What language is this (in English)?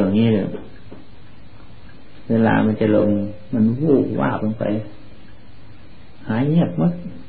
Thai